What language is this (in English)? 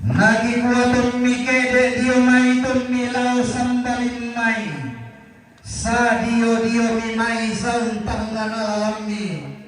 Toraja-Sa'dan